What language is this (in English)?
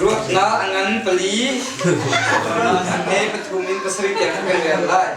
Hakha Chin